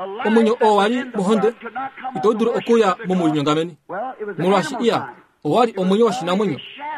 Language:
Kuanyama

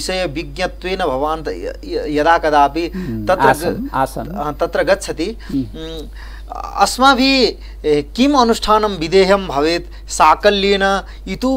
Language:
Sanskrit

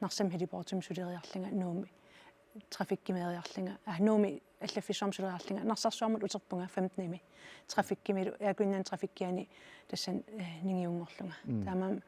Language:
Kalaallisut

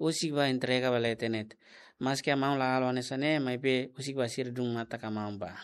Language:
Tetum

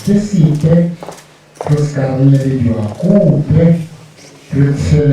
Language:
Tswana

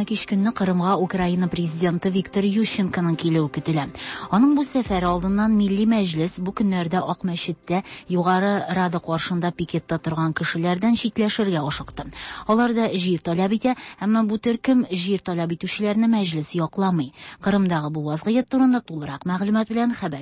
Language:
Tatar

